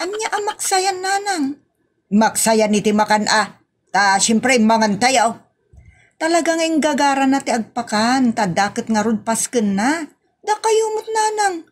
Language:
Iloko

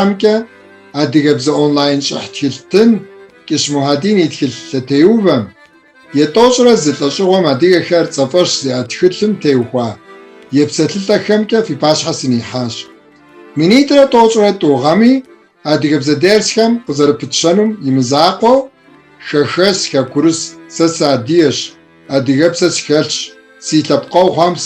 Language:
Kabardian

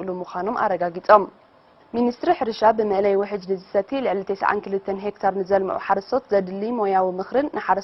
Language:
Tigrinya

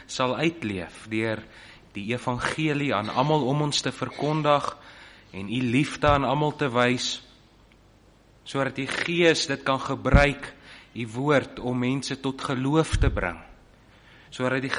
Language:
Afrikaans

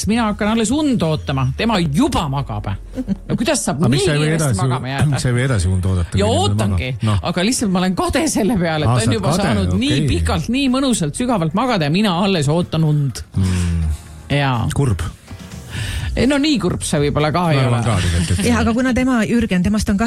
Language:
Estonian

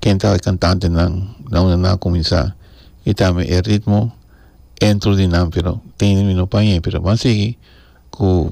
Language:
Papiamento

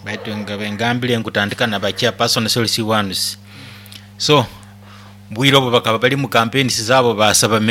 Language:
Nyoro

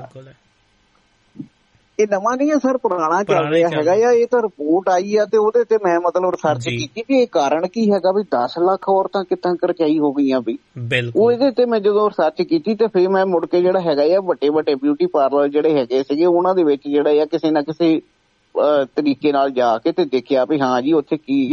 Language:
Punjabi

